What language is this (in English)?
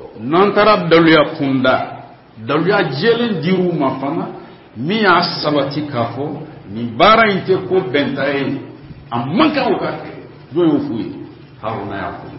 Bambara